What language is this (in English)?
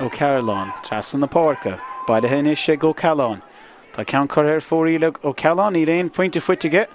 Irish